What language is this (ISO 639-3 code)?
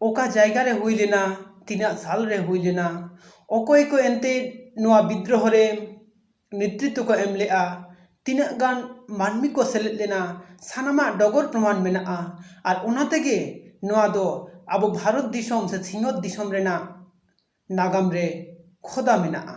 sat